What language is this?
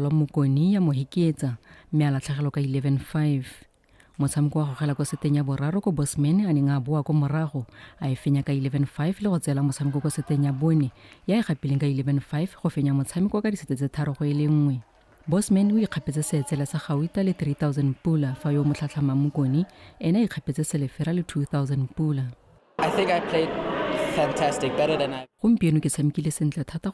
Tswana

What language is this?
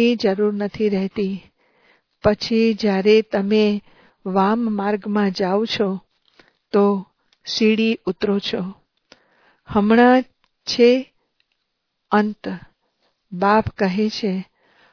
Gujarati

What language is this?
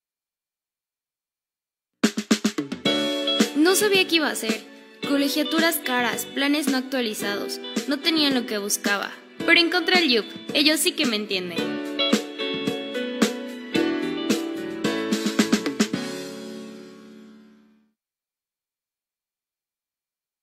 Spanish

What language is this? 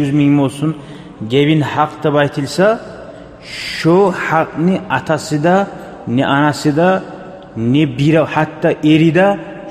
Kumyk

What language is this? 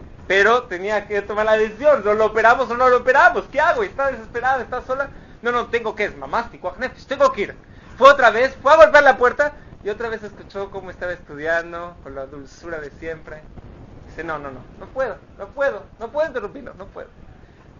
Spanish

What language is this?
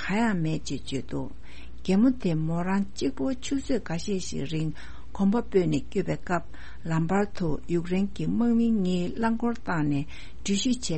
Tibetan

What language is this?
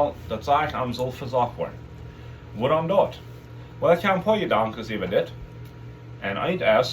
Plautdietsch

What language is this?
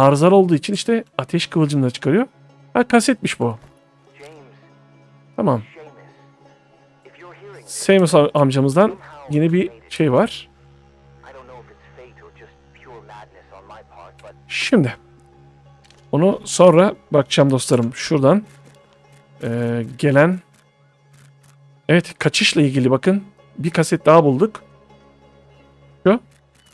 Turkish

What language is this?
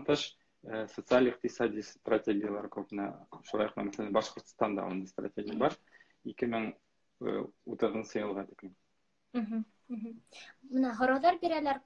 Bashkir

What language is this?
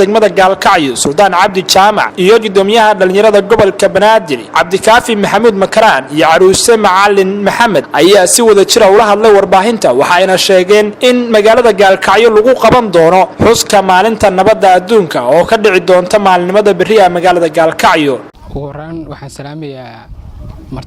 Somali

